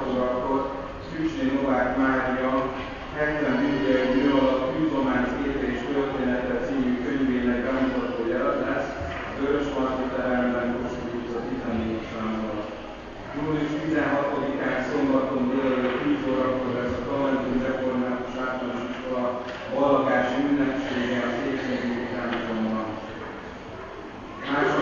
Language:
Hungarian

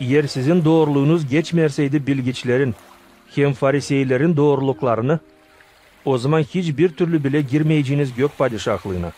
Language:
Gagauz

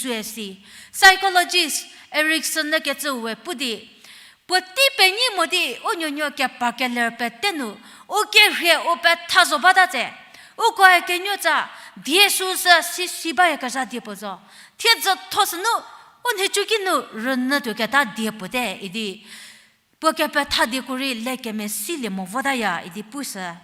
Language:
Angami Naga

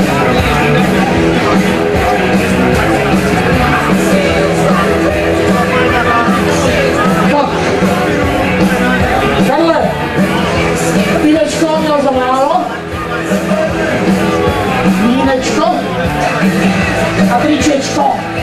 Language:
Czech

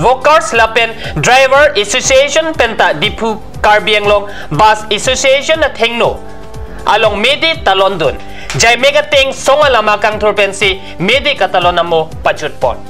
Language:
Karbi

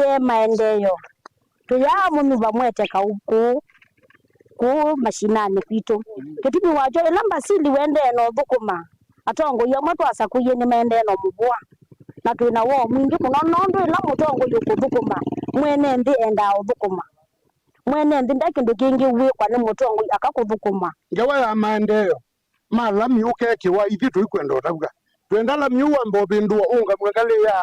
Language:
Kamba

